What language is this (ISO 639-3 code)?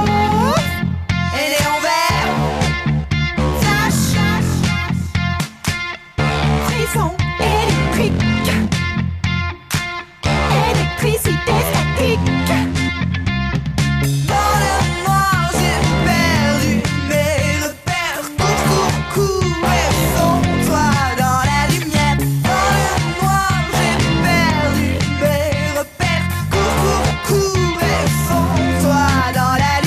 fra